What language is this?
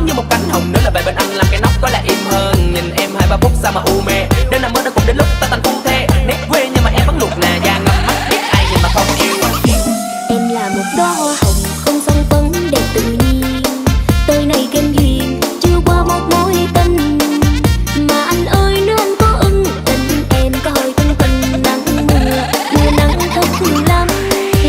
Vietnamese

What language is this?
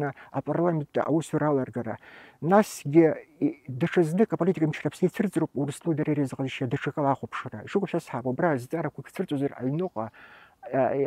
Abkhazian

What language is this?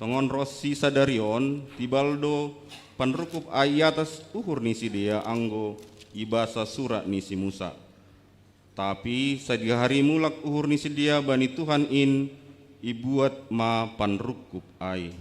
Batak Simalungun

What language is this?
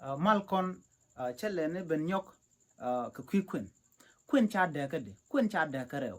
Nuer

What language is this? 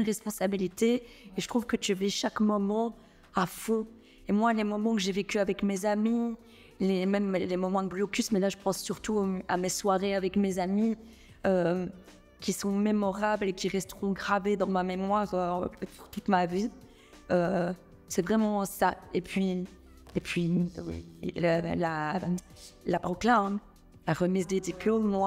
French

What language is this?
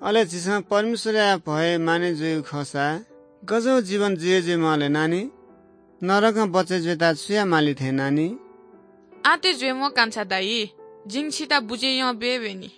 Newari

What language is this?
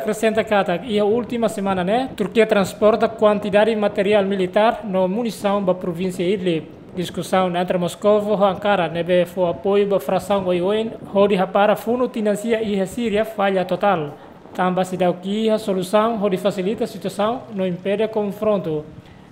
Tetum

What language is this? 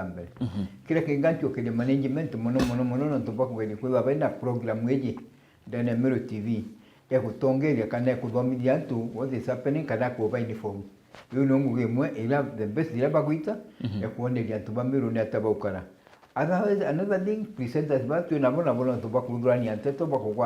Meru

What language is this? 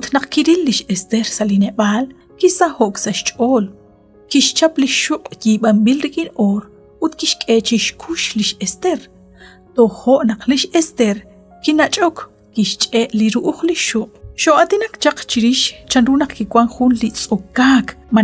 Kekchí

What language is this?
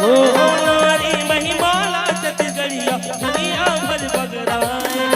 Chhattisgarhi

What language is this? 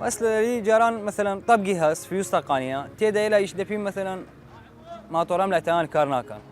Southern Kurdish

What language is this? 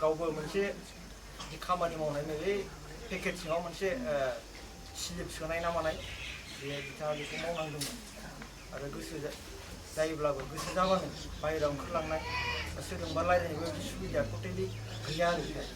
Bodo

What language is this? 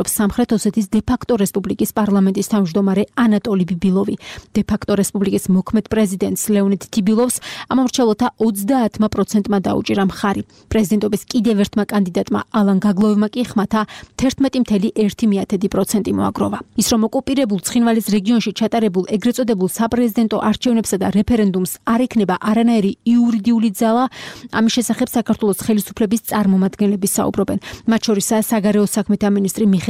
Georgian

